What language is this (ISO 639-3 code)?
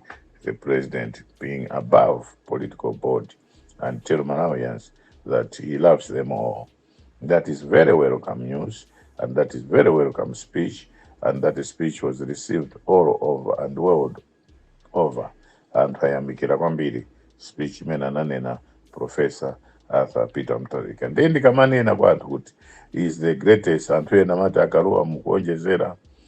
nya